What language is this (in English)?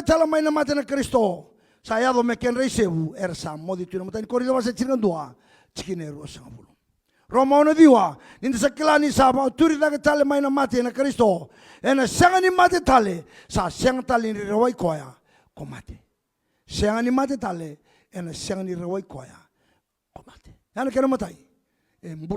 Fijian